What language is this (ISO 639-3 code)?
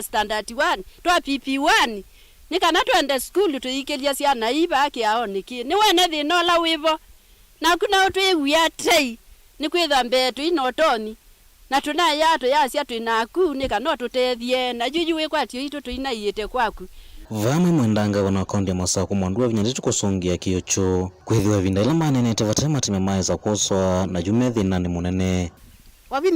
kam